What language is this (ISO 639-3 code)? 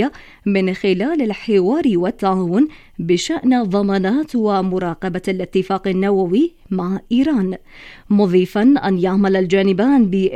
ara